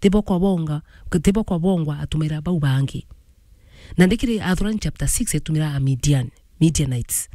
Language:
Meru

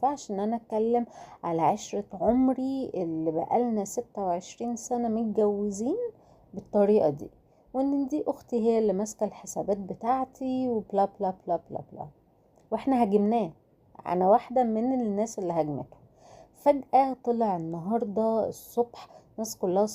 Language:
Egyptian Arabic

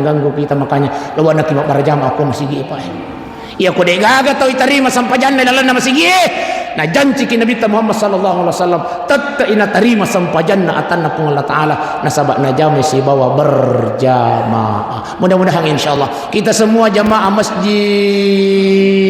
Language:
Buginese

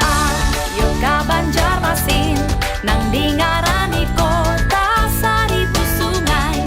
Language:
Banjar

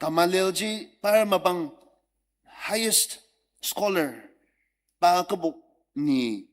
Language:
Ao Naga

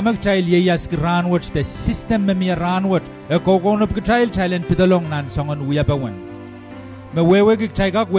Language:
Pohnpeian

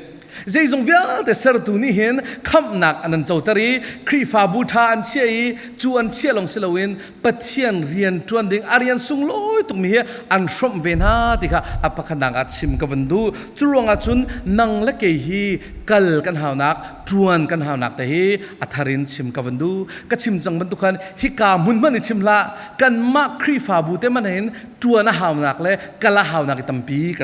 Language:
Falam Chin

